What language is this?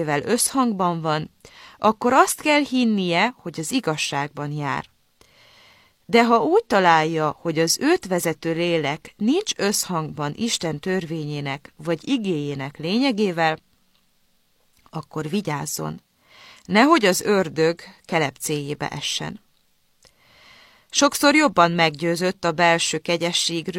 Hungarian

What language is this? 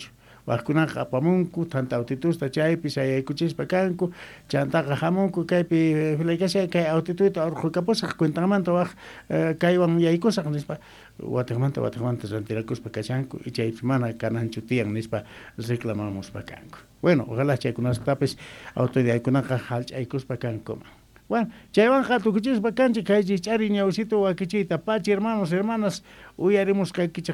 Quechua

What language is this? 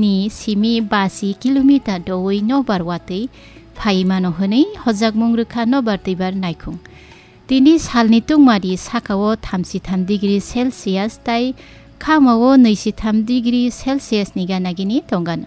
Kok Borok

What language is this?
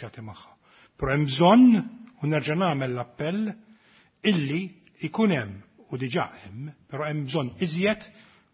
Maltese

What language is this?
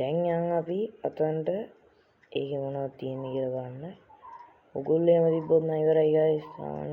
Sinhala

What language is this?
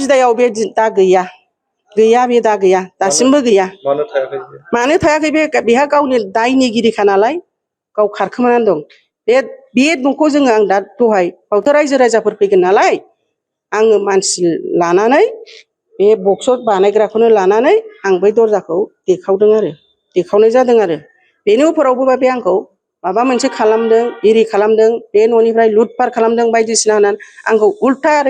Bodo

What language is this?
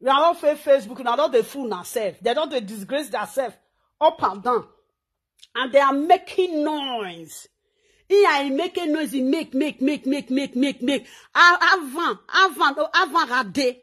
Nigerian Pidgin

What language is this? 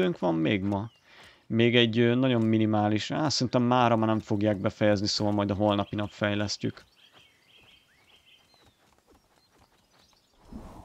Hungarian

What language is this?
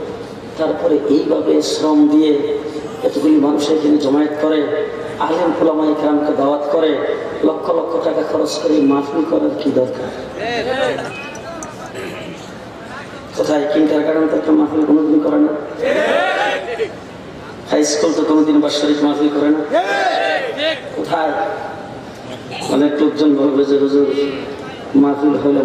Bangla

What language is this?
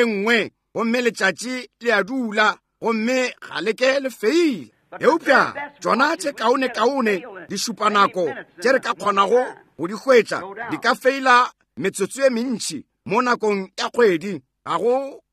Northern Sotho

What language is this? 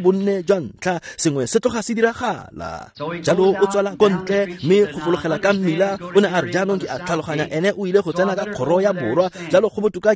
Tswana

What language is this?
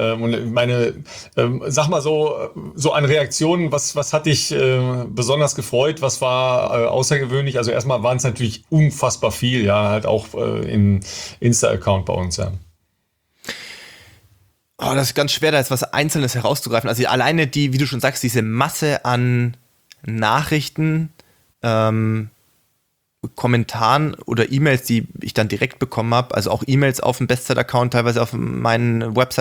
German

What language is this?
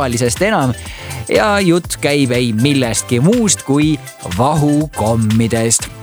Estonian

